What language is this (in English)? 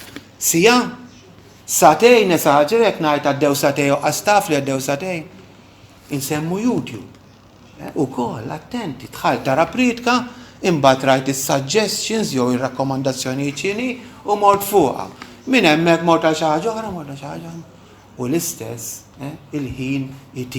Maltese